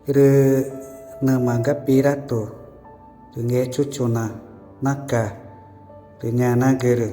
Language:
Ticuna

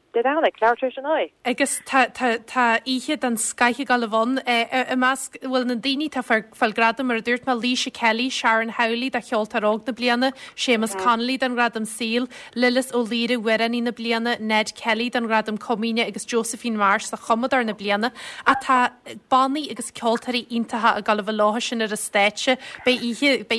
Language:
Irish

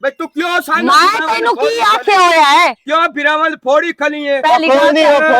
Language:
Western Panjabi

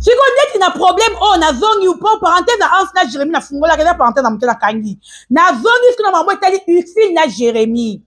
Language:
Lingala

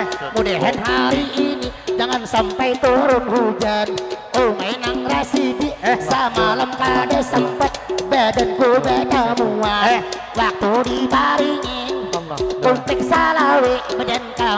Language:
Banjar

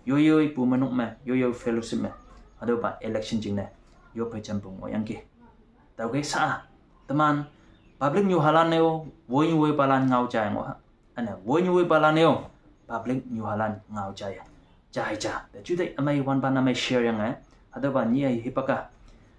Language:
Konyak Naga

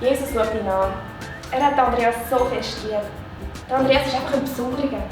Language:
Swiss German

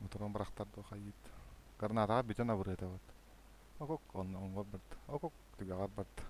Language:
Yakut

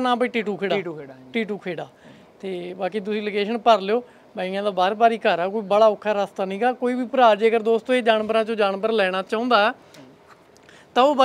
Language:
Punjabi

